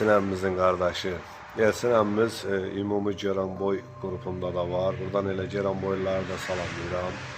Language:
Azerbaijani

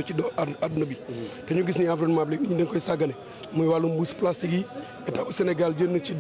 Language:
Wolof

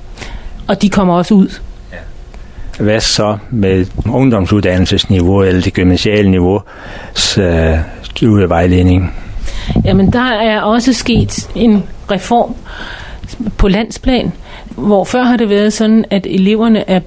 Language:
Danish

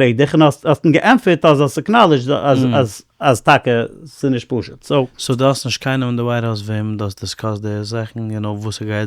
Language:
Yiddish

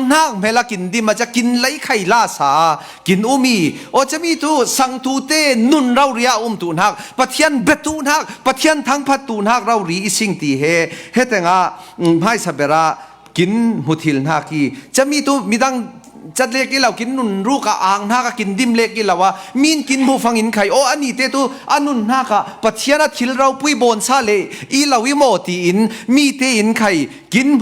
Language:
Falam Chin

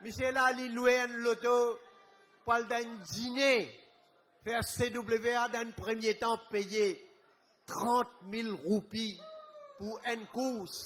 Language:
Morisyen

